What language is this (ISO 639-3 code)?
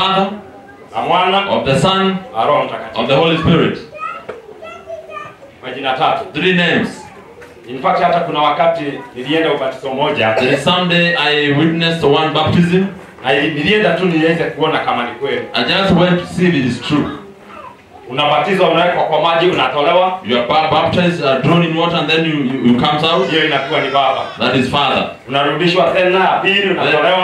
swa